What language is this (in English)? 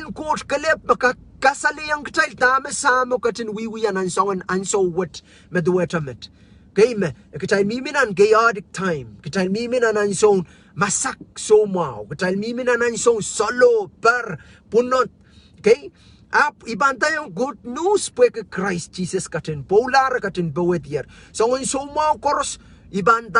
Pohnpeian